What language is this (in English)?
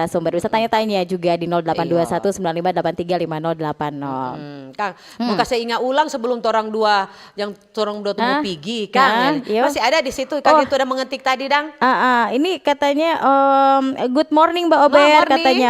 Manado Malay